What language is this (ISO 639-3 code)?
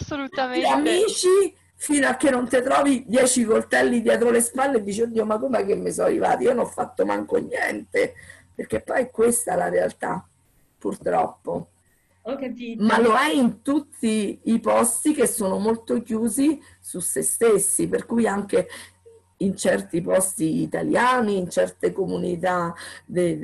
ita